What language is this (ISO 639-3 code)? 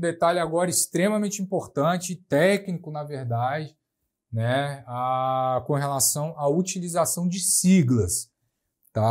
por